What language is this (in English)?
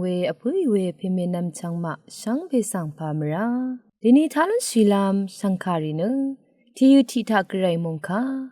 Rawang